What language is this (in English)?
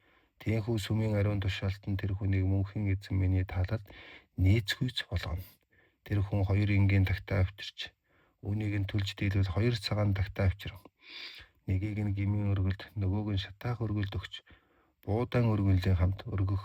Mongolian